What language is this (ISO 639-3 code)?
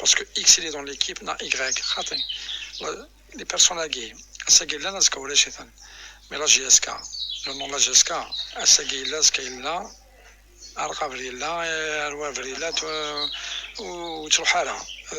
kab